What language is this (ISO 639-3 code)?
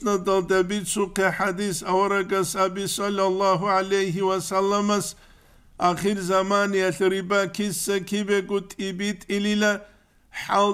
ava